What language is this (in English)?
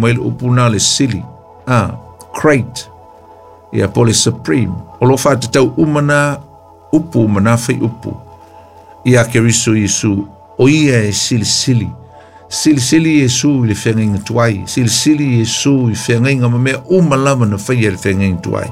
Samoan